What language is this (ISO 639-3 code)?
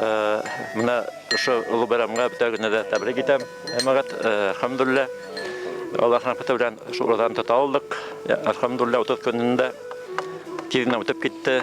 bak